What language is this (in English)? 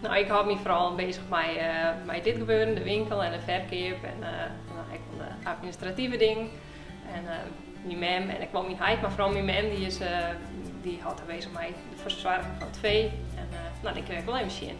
Western Frisian